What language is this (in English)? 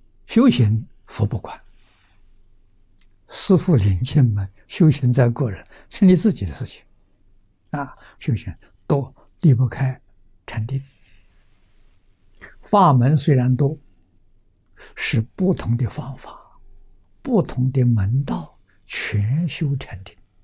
Chinese